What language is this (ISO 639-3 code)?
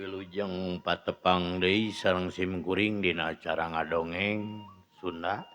sun